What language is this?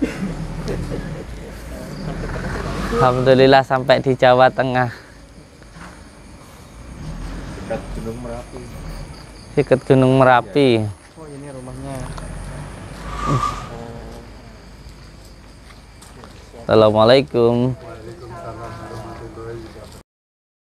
Indonesian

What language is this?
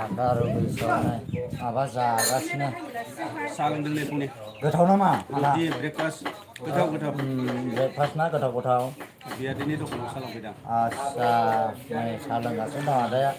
Bodo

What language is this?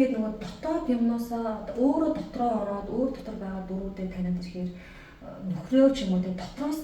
Mongolian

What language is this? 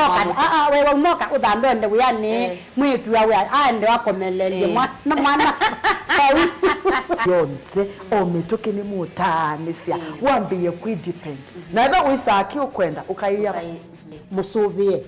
Kamba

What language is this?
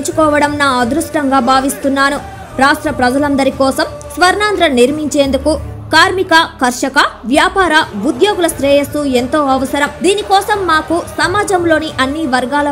Telugu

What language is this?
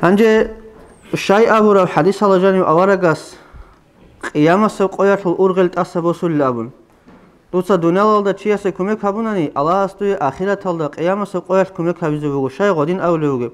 Avaric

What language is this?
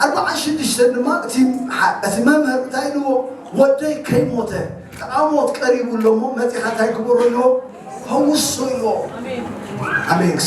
Tigrinya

